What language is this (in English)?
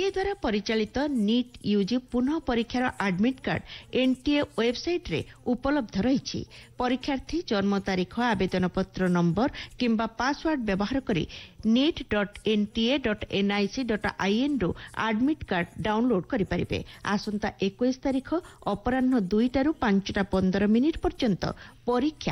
Odia